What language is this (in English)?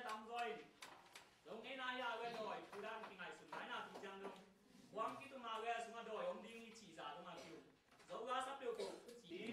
Tedim Chin